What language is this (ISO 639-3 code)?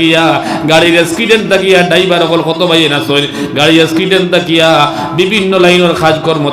syl